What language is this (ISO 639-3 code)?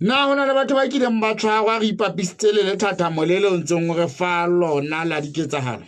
sot